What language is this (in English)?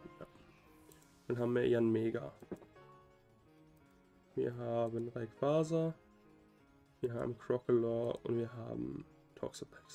German